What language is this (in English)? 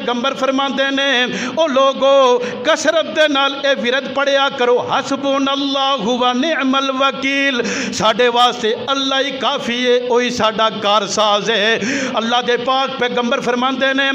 Western Panjabi